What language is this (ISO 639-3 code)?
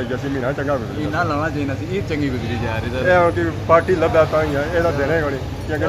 phr